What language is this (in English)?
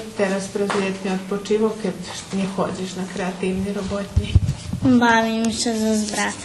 Rusyn